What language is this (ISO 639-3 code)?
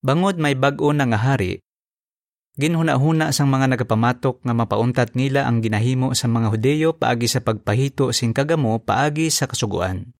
hil